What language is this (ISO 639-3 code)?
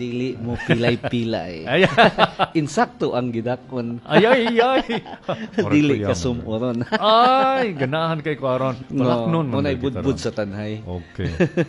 ceb